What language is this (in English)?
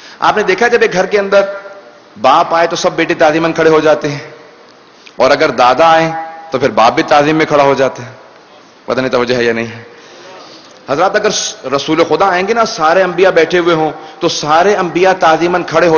Urdu